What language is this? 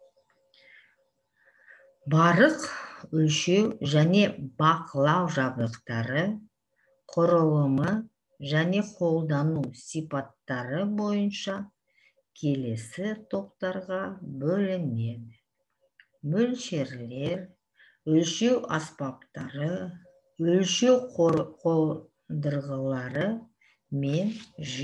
Kazakh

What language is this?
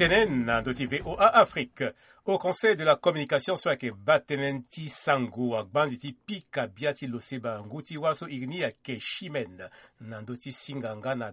Sango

